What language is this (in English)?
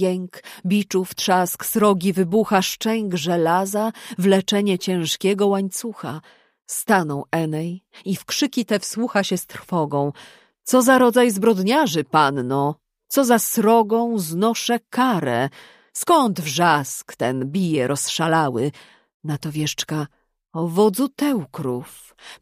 Polish